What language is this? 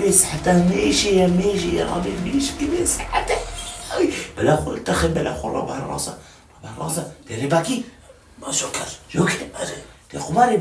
Kurdish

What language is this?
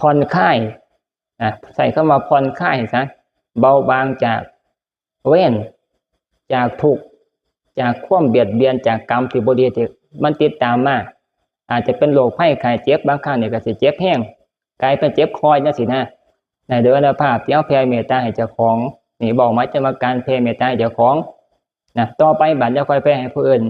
Northeastern Thai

